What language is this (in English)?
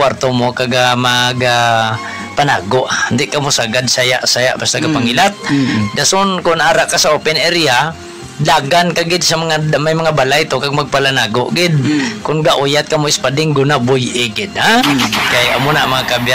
Hiligaynon